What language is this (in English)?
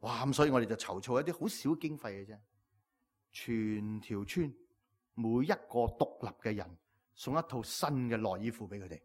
Cantonese